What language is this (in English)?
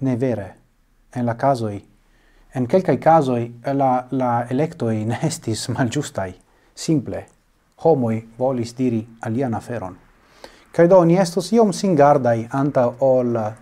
Esperanto